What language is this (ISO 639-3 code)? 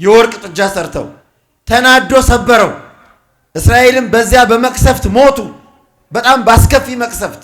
amh